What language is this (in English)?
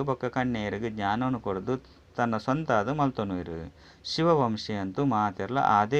Tulu